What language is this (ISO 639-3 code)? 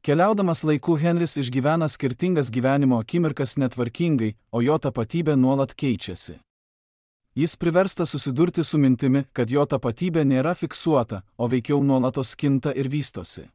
lit